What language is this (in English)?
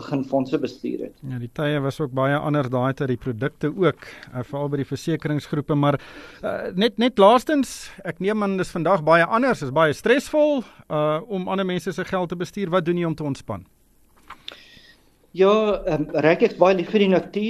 Afrikaans